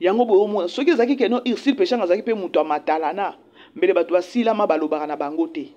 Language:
Lingala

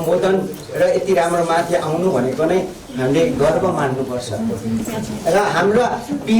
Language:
Nepali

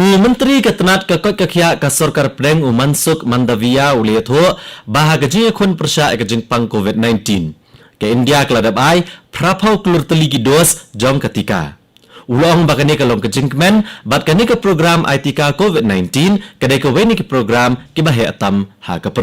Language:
Khasi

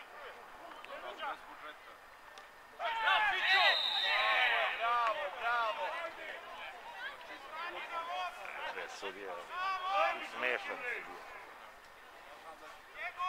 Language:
Serbian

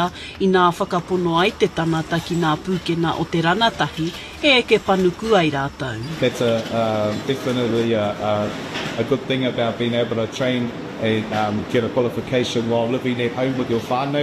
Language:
Māori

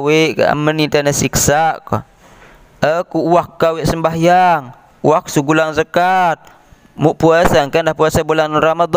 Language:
Sasak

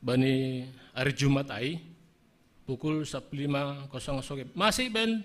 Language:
Batak Simalungun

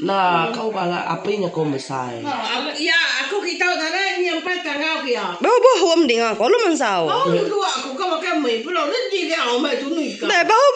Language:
Iban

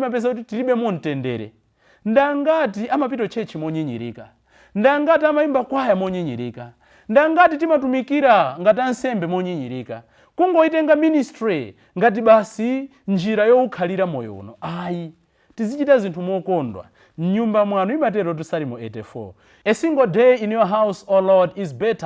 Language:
Nyanja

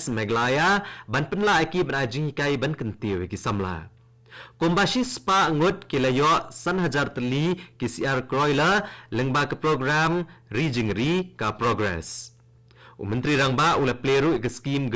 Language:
Khasi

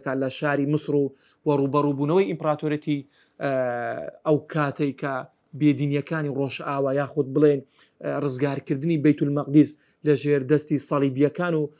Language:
Central Kurdish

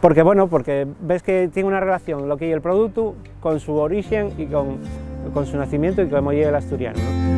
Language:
Asturian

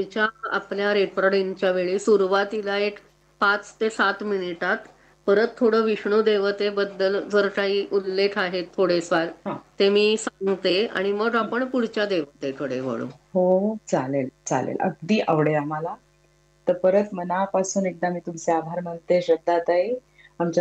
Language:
Marathi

